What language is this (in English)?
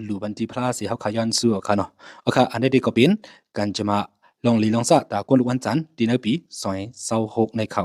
Shan